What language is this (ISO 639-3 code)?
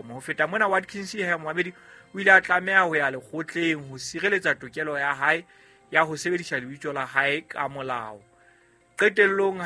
sot